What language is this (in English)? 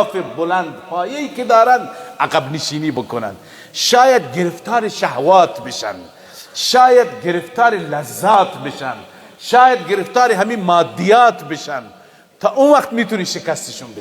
Persian